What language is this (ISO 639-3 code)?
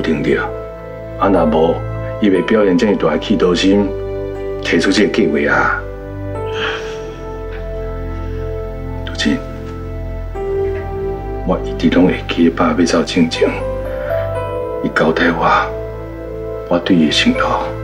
nan